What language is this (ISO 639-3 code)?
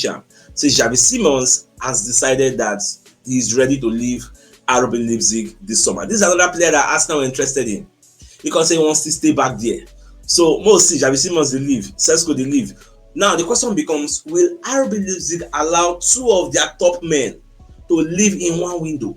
pcm